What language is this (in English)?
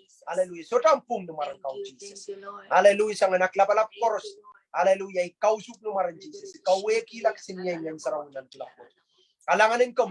Pohnpeian